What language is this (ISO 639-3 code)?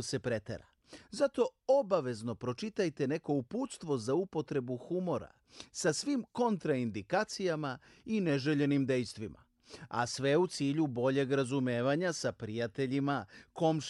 srp